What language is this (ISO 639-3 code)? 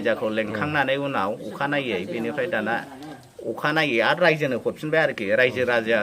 brx